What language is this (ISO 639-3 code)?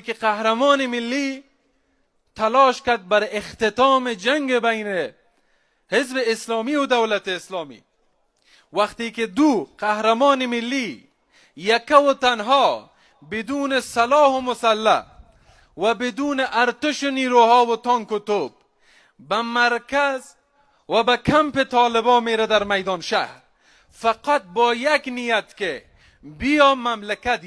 fas